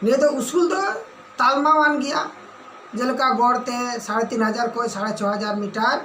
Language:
Santali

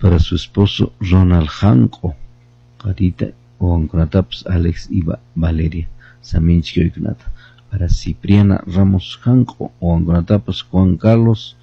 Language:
Quechua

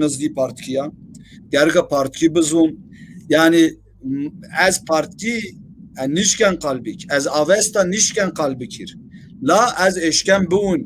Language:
Zaza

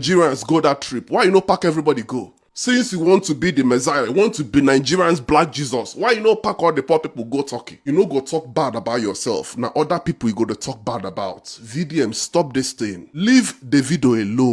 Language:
Nigerian Pidgin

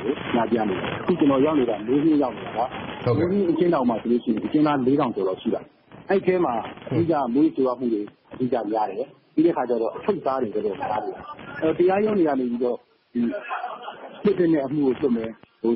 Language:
Burmese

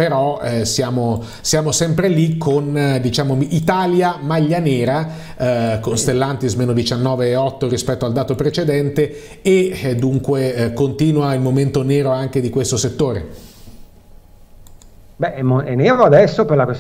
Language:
Italian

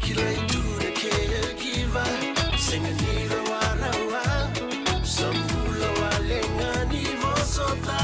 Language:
Fijian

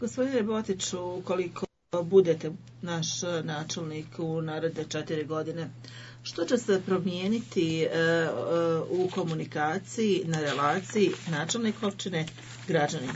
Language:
Bosnian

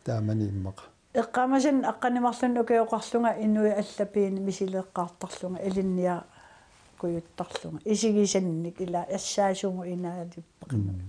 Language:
Kalaallisut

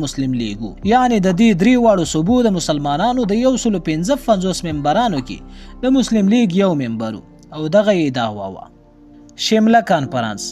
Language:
Pashto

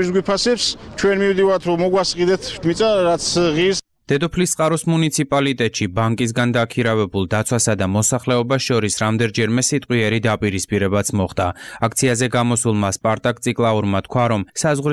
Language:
Georgian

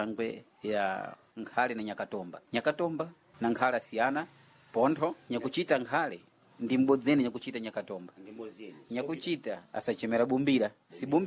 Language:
Sena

